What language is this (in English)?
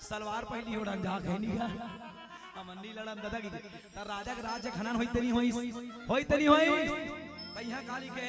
Chhattisgarhi